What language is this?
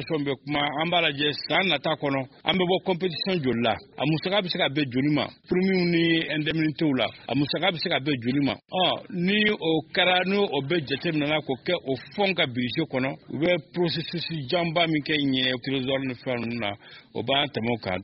Bambara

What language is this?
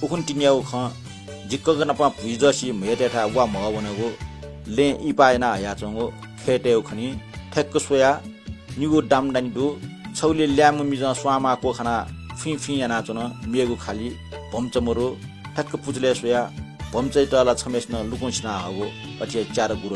Newari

